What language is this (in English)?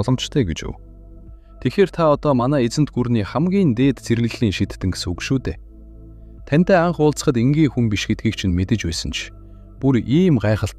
Mongolian